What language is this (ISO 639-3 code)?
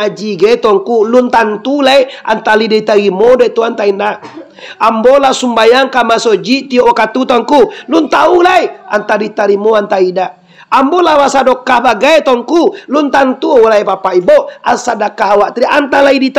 min